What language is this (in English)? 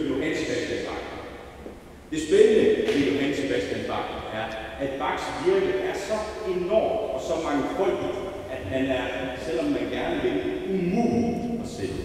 Danish